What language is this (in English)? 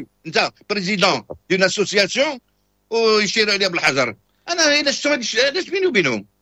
Moroccan Arabic